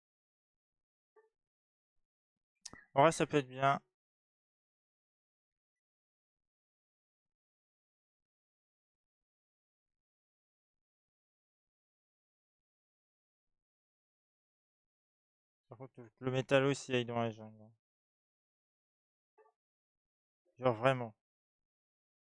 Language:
French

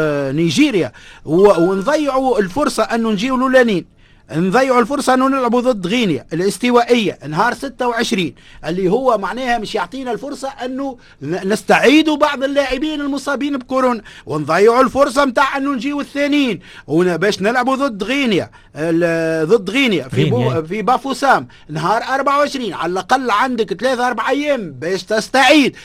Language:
Tunisian Arabic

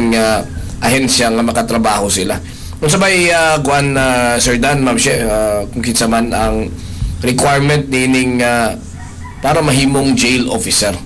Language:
Cebuano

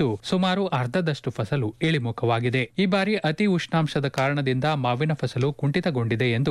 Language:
Kannada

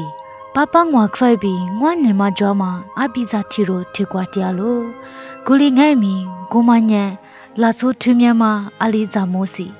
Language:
Lisu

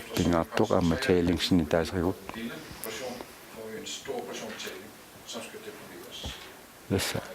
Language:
Kalaallisut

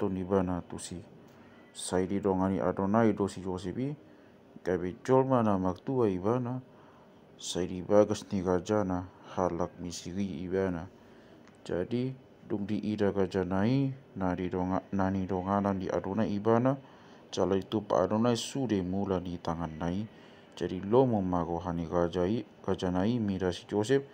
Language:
Batak Toba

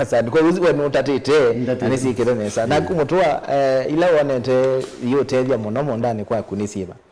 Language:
Kamba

